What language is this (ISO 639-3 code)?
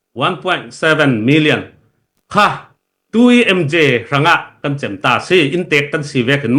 cfm